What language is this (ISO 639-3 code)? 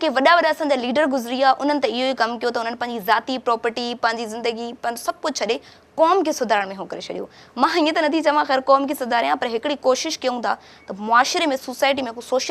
snd